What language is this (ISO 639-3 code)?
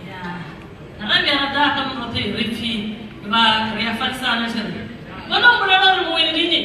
ven